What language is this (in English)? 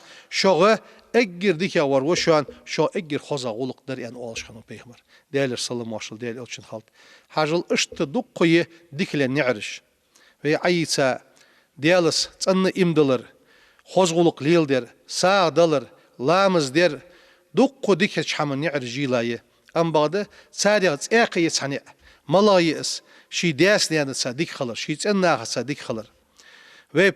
Ingush